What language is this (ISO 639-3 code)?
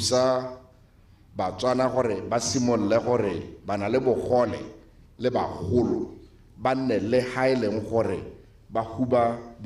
tsn